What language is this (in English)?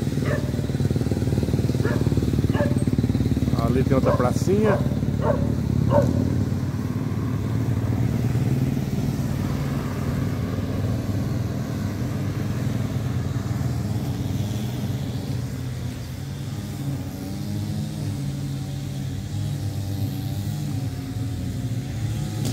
Portuguese